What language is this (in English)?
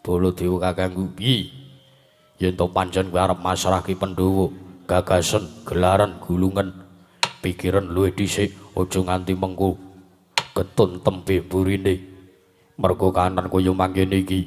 Javanese